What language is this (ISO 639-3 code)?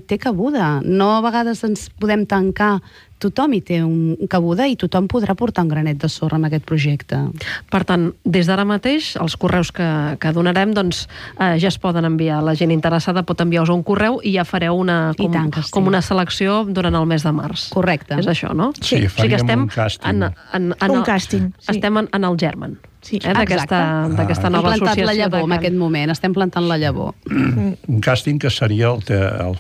cat